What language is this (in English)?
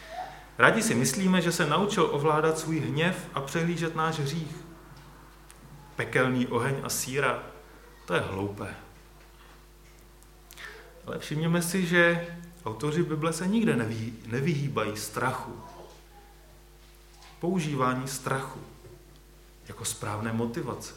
Czech